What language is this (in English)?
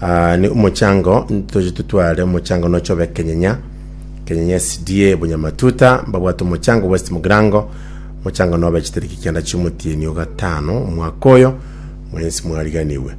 Gusii